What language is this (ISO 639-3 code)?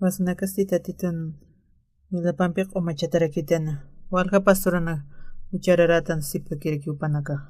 aym